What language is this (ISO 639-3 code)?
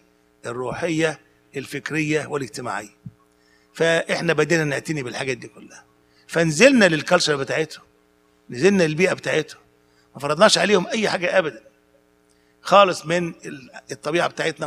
arz